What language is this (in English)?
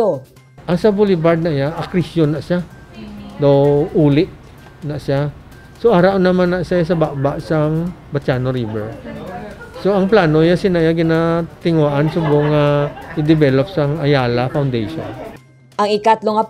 Hiligaynon